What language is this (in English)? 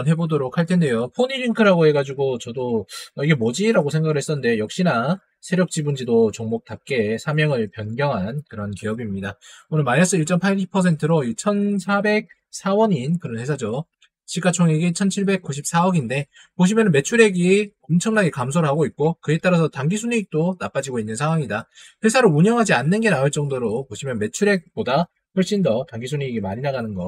Korean